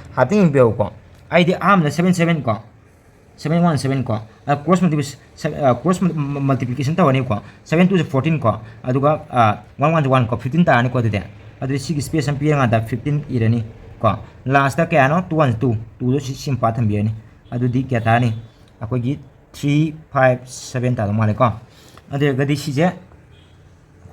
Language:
Manipuri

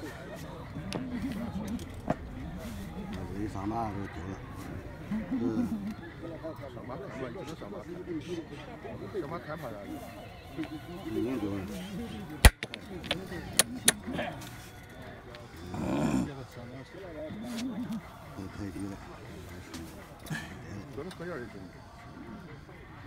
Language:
Chinese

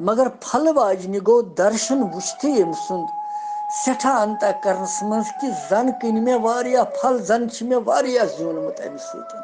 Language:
Kashmiri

